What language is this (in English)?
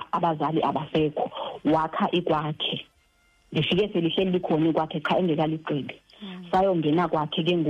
Xhosa